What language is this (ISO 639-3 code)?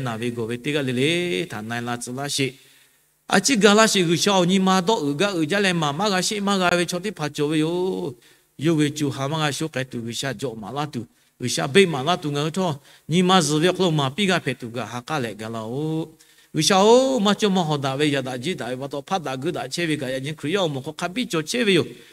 lhu